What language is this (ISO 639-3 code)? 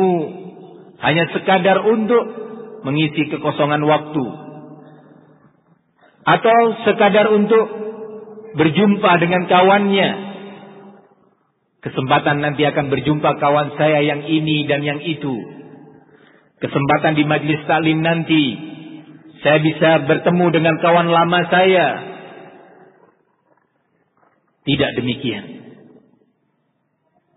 ind